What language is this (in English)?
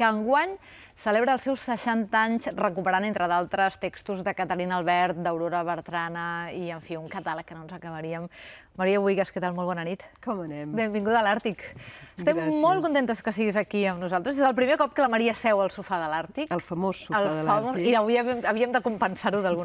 Catalan